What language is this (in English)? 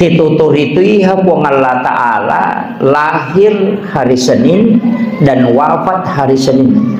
Buginese